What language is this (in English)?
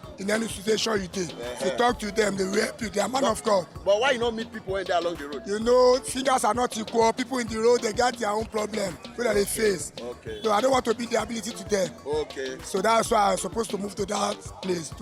Nigerian Pidgin